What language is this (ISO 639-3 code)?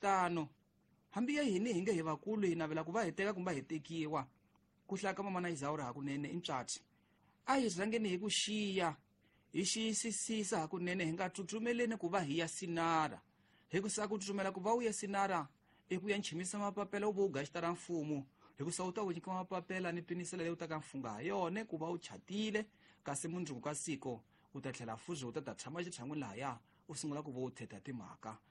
tso